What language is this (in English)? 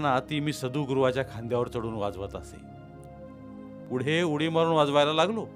Marathi